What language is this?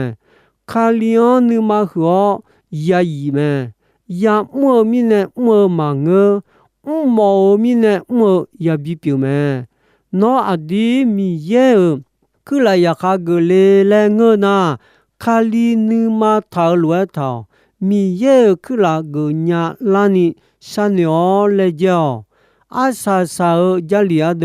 Akha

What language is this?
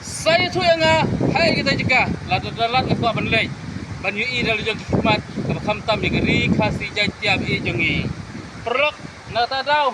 Khasi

